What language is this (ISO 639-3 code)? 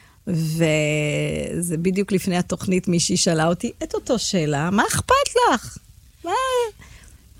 heb